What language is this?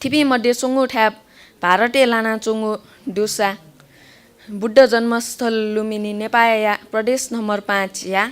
Newari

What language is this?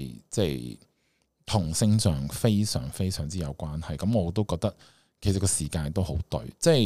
Cantonese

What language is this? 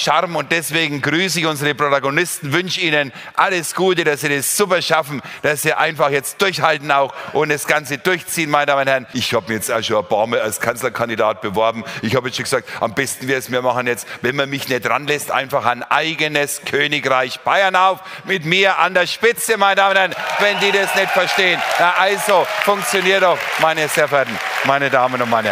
Bavarian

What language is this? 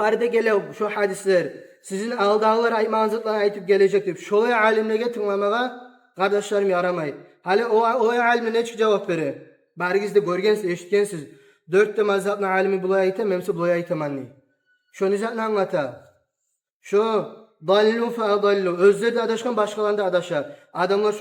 Kumyk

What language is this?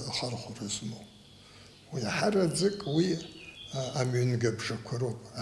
Abkhazian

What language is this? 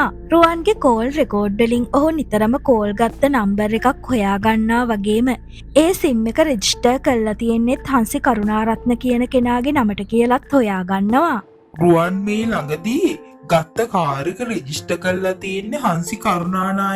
Sinhala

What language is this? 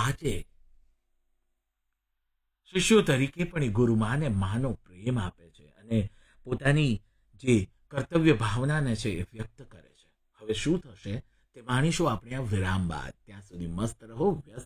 Gujarati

